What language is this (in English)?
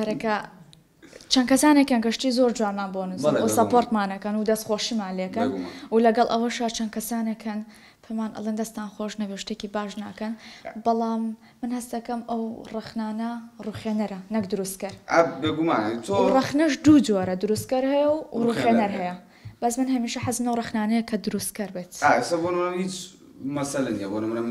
Central Kurdish